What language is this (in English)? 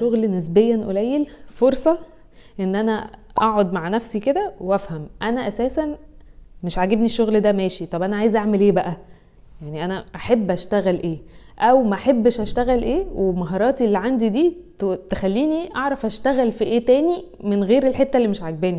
Egyptian Arabic